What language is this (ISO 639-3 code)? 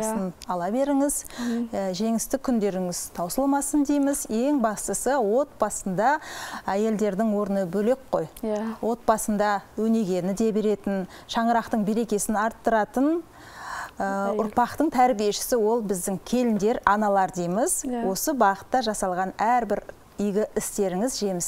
kaz